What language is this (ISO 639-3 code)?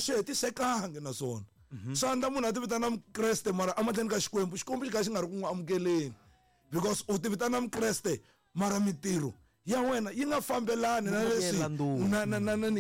tso